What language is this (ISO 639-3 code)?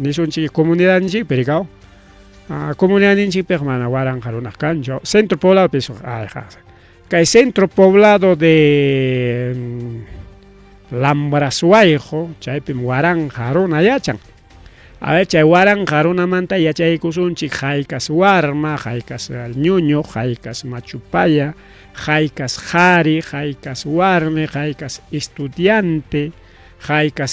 quy